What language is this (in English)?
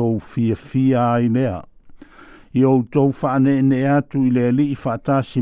Samoan